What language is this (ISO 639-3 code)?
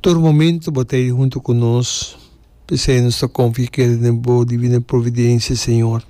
pap